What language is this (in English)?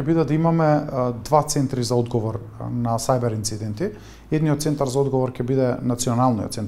Macedonian